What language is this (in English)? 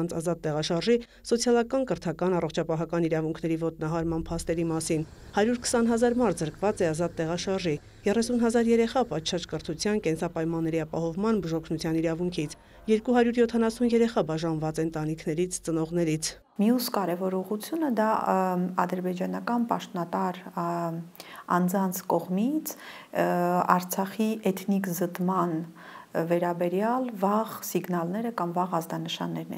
Armenian